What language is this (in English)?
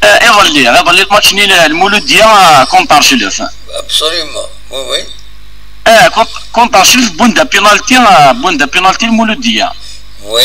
Kabyle